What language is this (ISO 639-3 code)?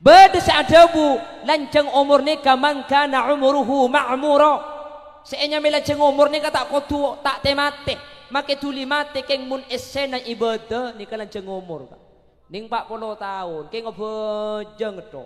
mad